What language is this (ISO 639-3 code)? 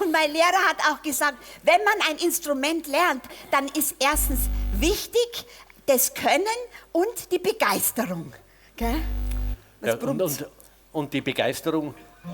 bar